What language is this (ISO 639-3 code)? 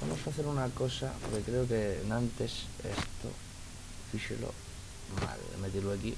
ast